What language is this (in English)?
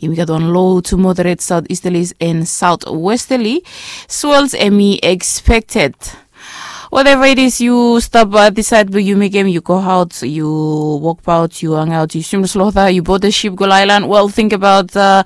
Bislama